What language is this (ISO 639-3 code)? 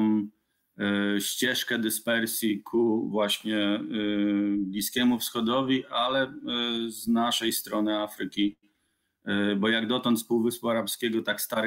pol